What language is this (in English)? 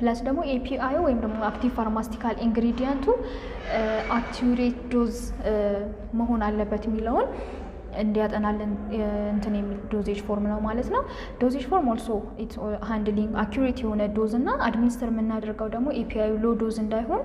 Amharic